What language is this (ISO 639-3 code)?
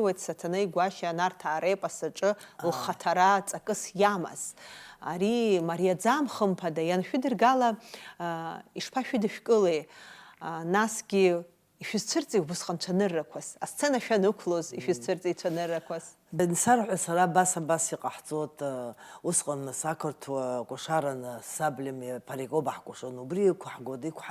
abk